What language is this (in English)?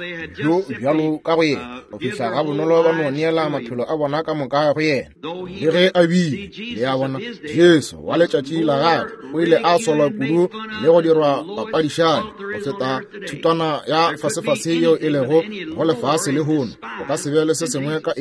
Northern Sotho